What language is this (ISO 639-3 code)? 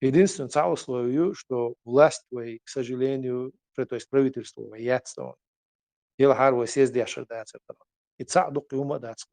che